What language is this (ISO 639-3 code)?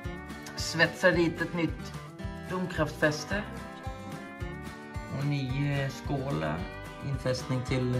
swe